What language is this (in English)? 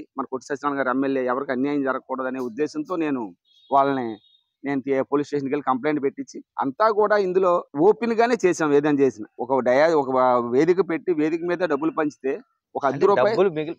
Telugu